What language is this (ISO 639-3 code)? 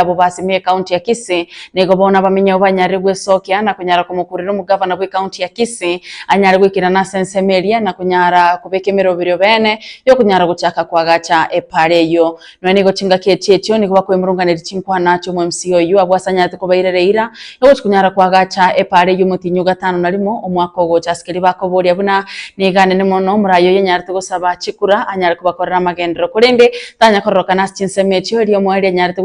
guz